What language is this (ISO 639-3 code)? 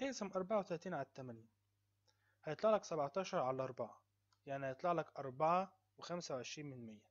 arz